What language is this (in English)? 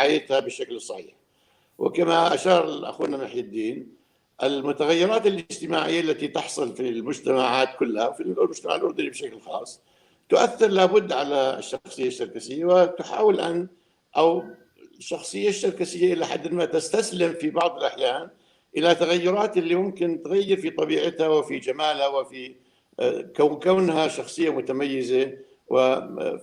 North Levantine Arabic